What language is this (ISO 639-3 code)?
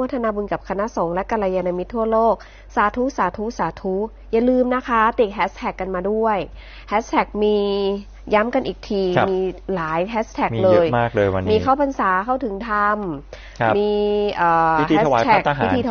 tha